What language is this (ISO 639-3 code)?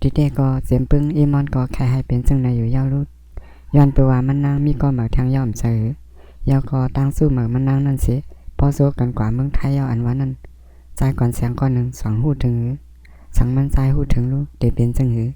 shn